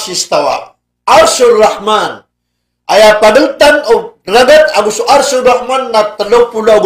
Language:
Maranao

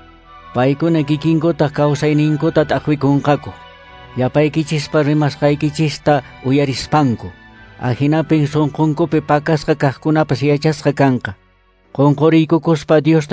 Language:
Quechua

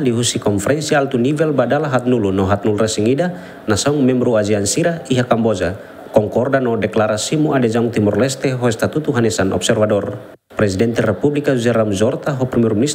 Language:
Tetum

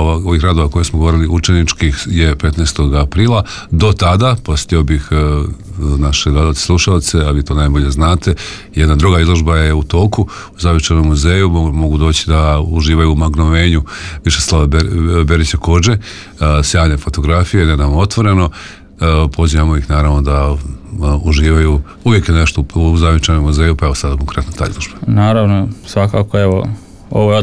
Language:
Croatian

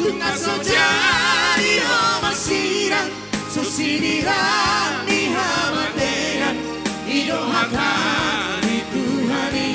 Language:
Batak Toba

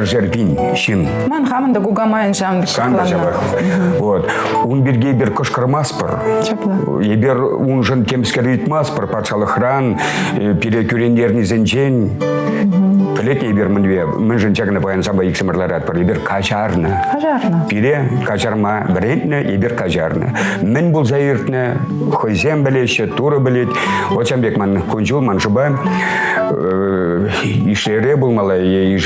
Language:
Chuvash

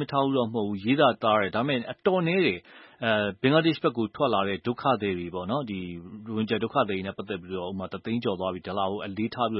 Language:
Burmese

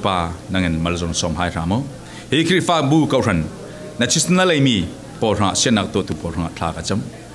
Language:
Falam Chin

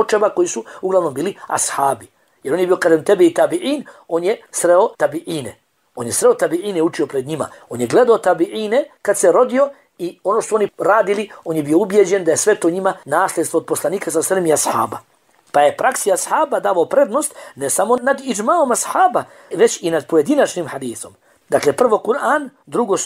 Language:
Bosnian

